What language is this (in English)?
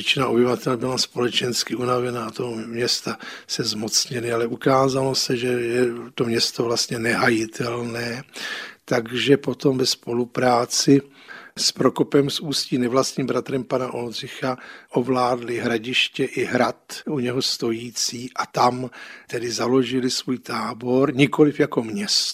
Czech